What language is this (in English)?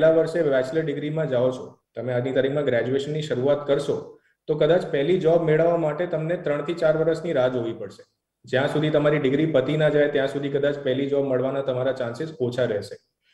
Gujarati